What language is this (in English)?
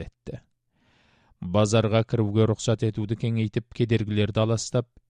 Kazakh